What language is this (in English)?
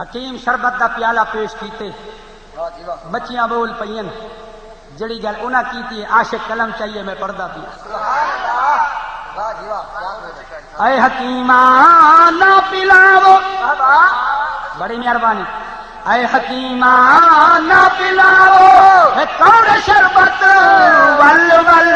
Saraiki